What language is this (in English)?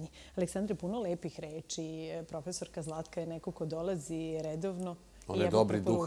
Serbian